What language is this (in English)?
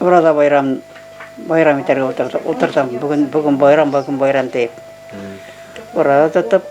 Bashkir